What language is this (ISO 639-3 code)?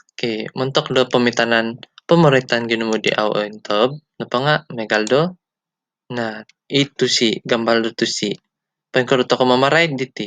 dtp